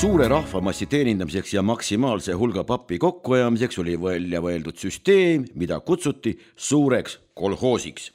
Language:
Estonian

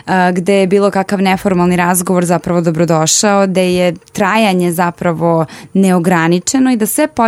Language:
Serbian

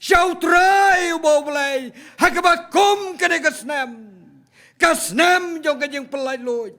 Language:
Khasi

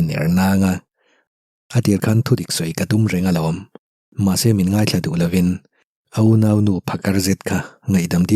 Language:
Mizo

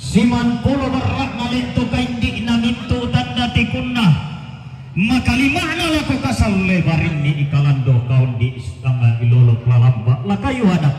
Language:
Toraja-Sa'dan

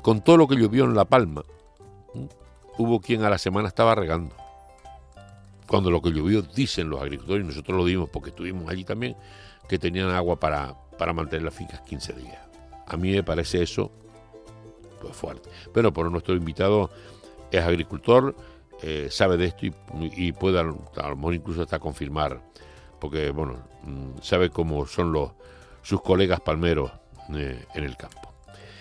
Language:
Spanish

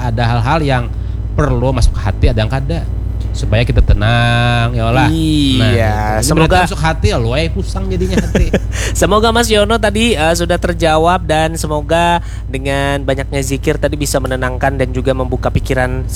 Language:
Indonesian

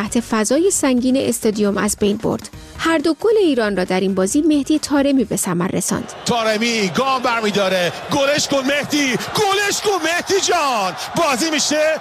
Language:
Persian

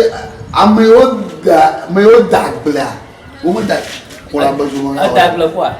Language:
Ewe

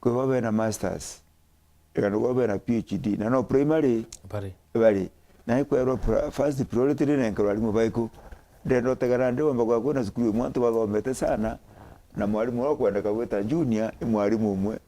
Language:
Meru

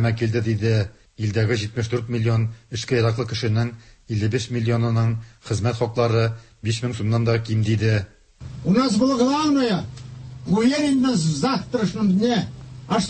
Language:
Tatar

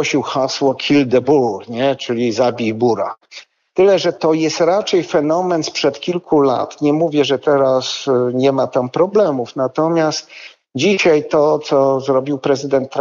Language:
Polish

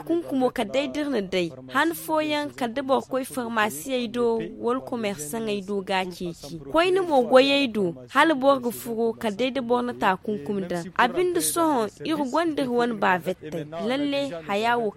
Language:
Zarma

